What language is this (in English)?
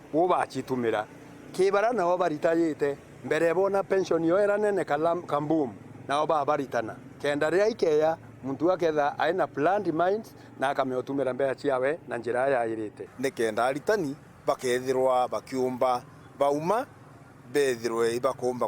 Meru